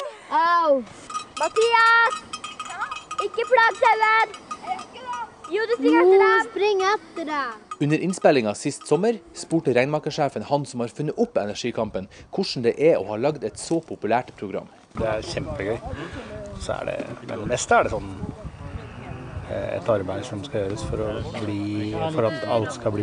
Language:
Norwegian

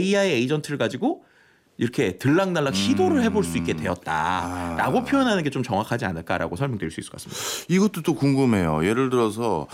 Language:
Korean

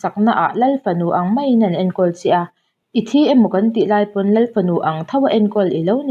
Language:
Mizo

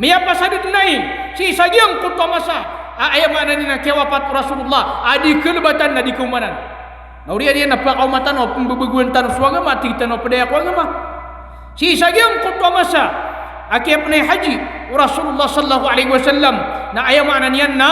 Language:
Maranao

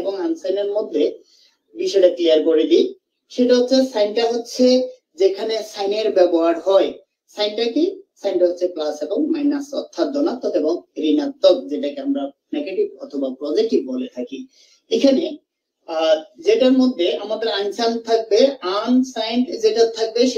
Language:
Bangla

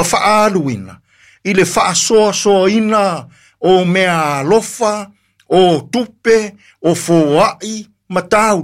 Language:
Samoan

